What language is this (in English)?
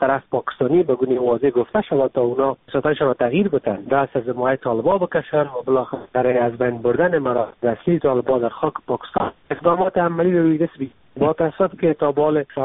Persian